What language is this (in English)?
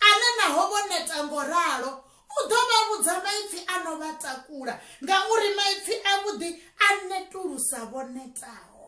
Venda